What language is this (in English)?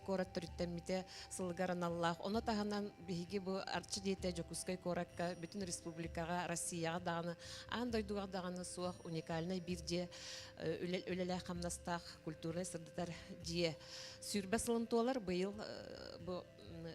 Yakut